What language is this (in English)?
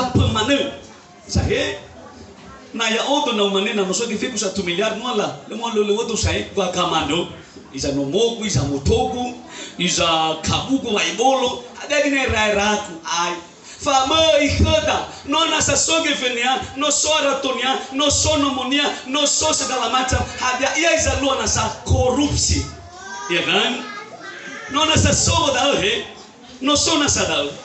Nias